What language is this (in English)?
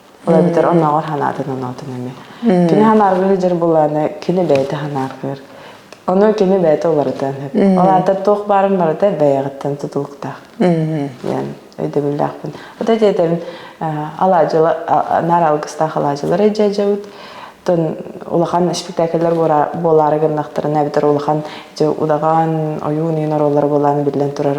Yakut